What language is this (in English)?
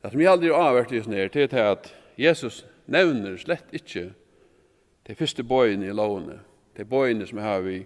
Faroese